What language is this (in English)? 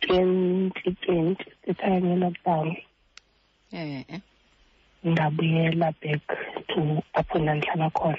Xhosa